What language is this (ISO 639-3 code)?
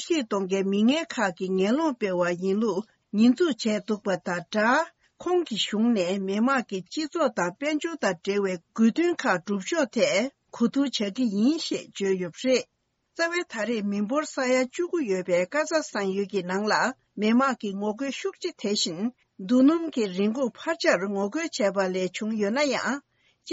bod